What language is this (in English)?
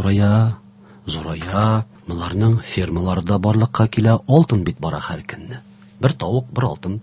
Tatar